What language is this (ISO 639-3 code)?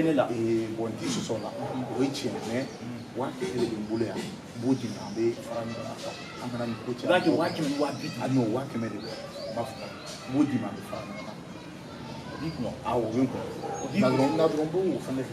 bam